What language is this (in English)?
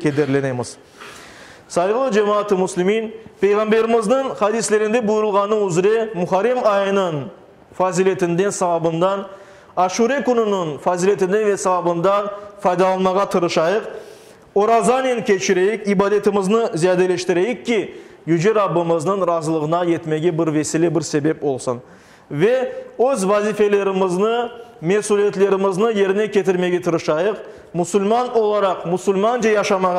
Crimean Tatar